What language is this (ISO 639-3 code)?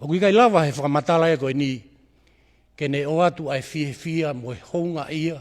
ton